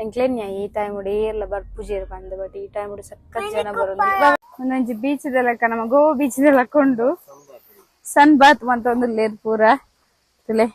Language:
Tulu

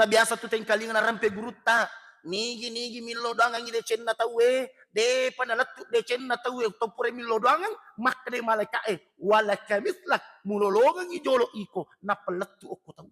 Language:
Buginese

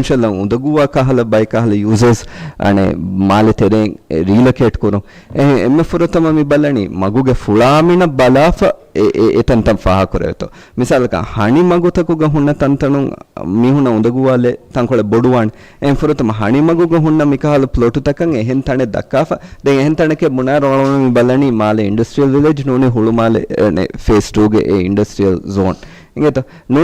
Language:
Divehi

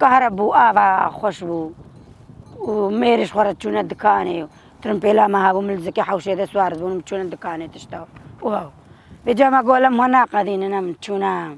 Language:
Kurdish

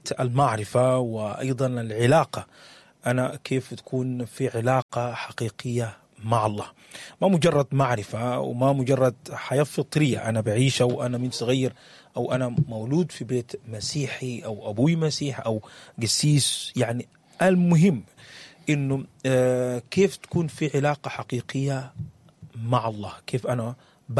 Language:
Sudanese Arabic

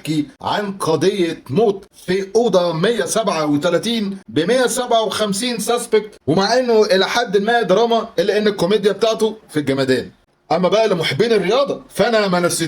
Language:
Egyptian Arabic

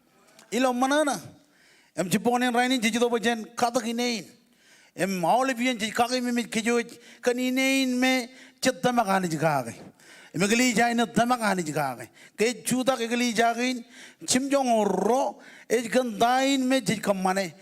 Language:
Marshallese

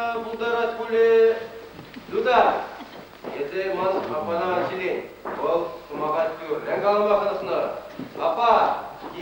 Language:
Chuvash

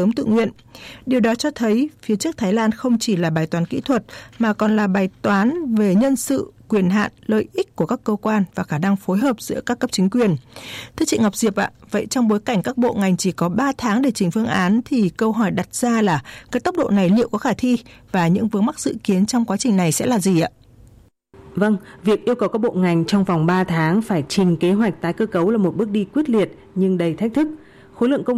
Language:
Vietnamese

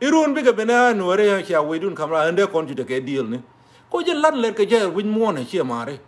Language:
Nuer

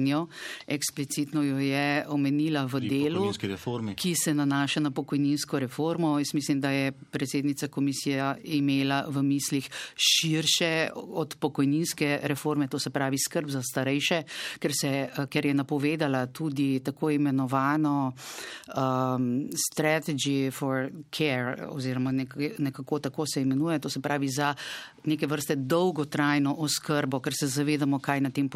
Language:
Slovenian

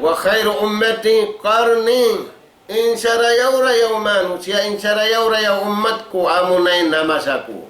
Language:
Tausug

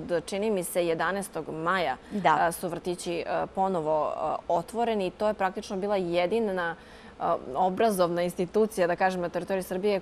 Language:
Serbian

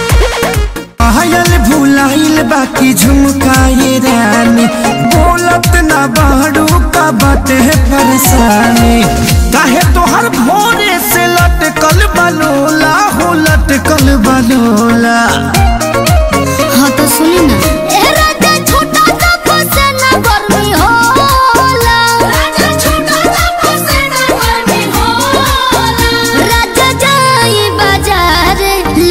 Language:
Bhojpuri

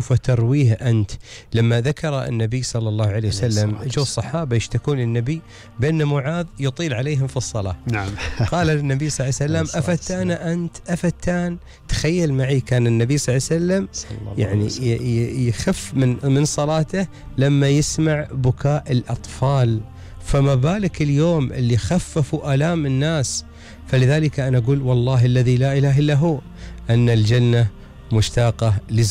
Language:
Gulf Arabic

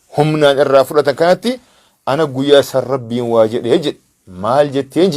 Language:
Oromo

